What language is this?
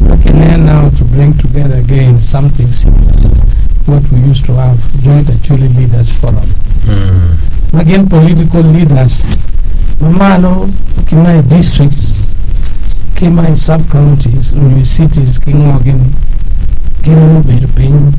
Acoli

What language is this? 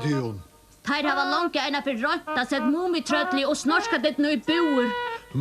Faroese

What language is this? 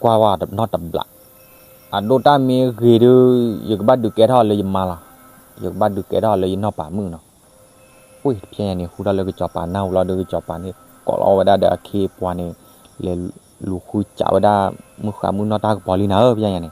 S'gaw Karen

